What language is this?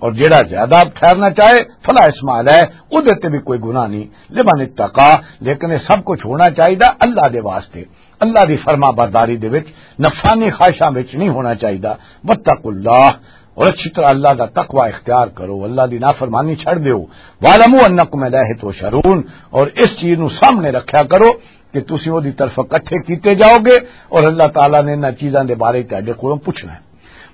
Western Panjabi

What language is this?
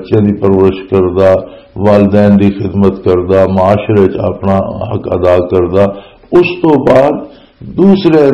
Western Panjabi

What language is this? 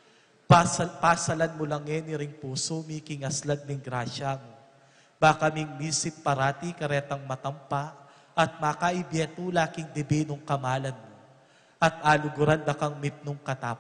Pampanga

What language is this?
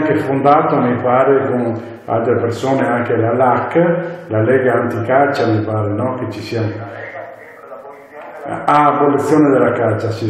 Italian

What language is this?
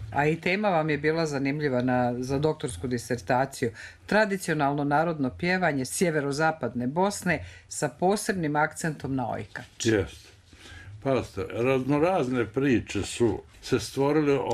Bosnian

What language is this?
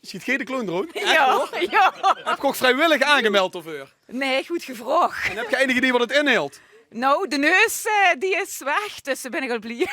Limburgish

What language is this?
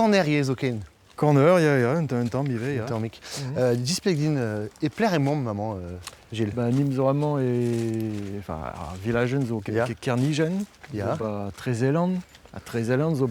Breton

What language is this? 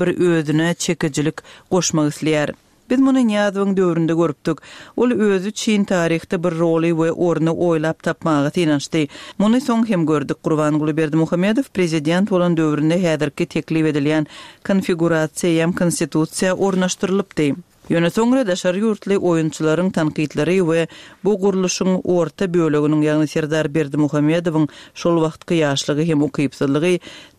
Turkmen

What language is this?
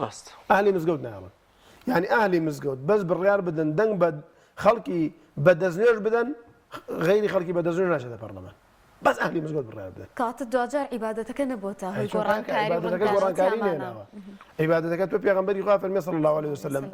Central Kurdish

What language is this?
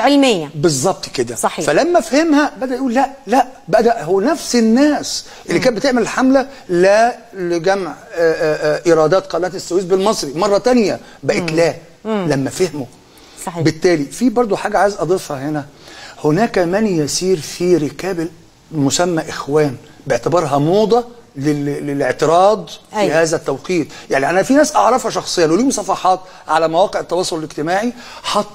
Egyptian Arabic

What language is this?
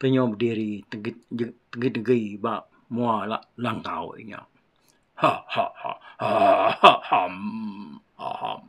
Iban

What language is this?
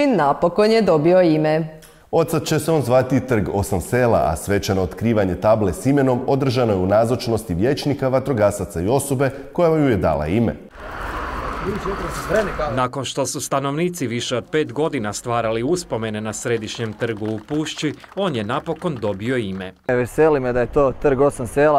Croatian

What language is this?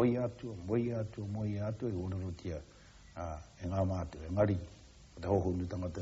Māori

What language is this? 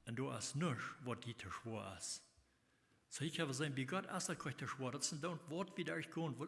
Plautdietsch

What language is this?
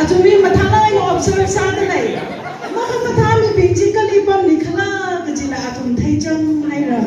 Tangkhul Naga (India)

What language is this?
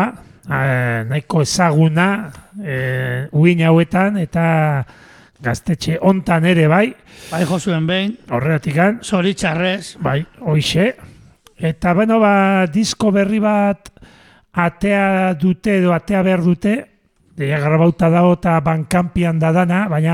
Basque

